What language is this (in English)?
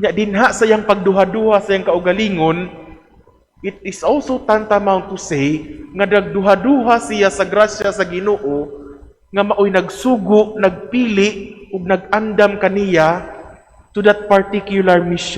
Cebuano